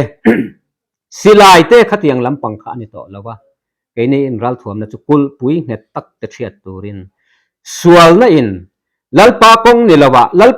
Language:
Mizo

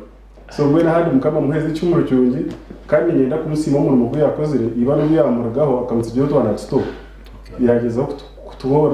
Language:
Nyankole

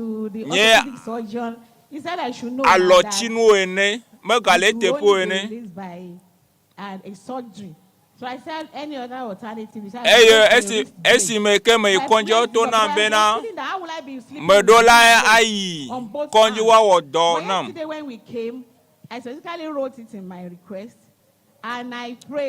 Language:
Ewe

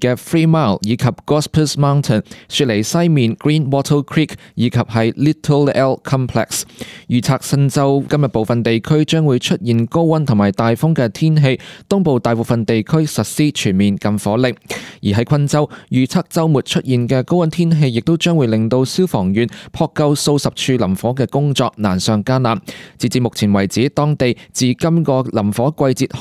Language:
Cantonese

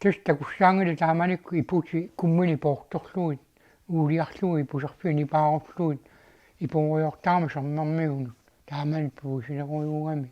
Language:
Kalaallisut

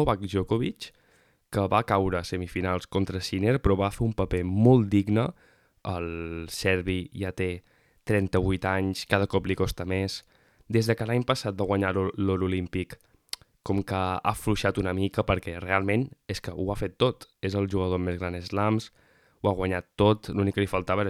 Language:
Catalan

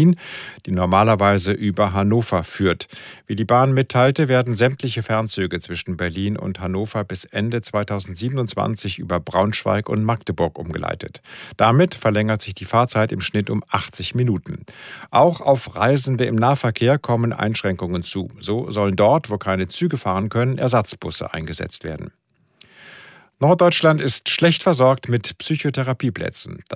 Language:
German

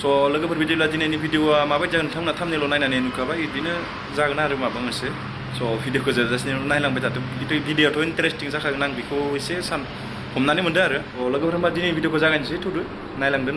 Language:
Bodo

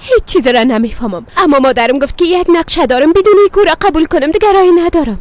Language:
Persian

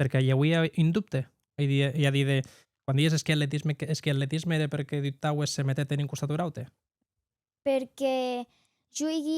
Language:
Occitan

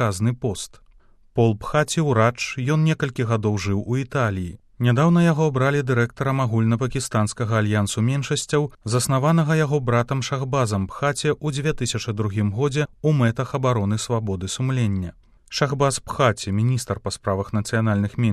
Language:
Belarusian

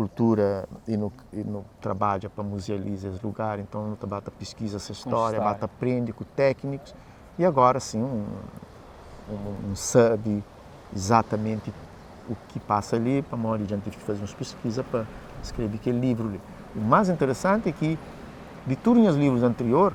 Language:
Kabuverdianu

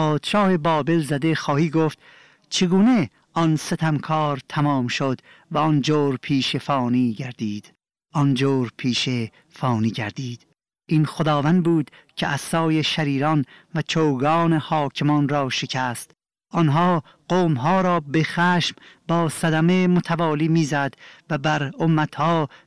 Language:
Persian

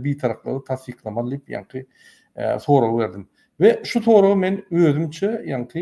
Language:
Turkmen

